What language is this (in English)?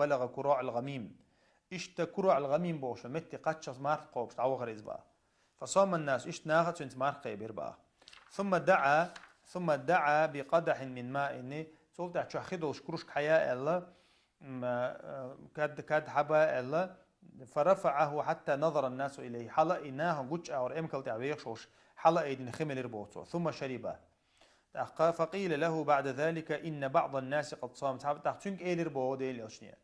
Chechen